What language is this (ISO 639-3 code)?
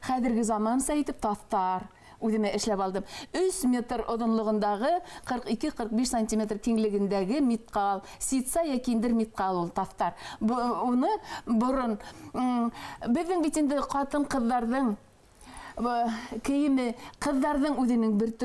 bak